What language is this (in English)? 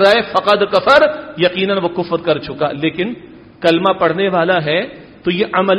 Urdu